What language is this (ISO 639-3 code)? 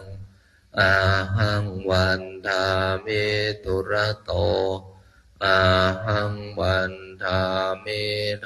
pli